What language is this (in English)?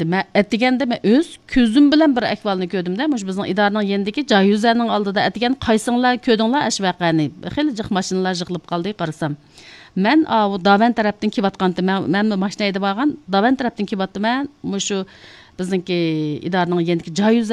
Uyghur